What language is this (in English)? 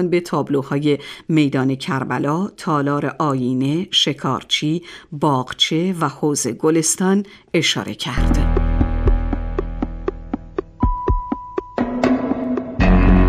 Persian